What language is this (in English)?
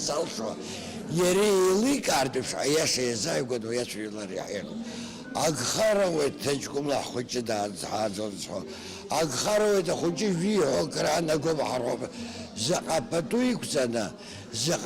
Abkhazian